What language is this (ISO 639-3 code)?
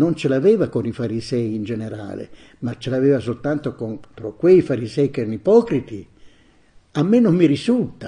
ita